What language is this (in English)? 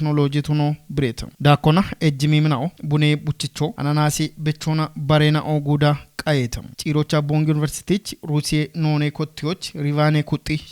Kafa